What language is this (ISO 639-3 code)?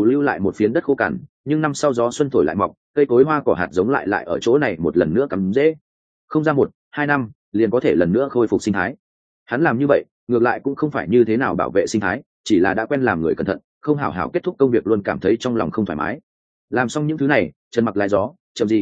vie